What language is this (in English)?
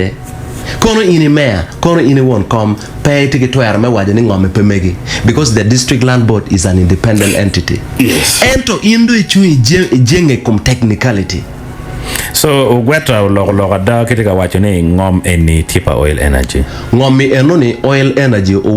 Acoli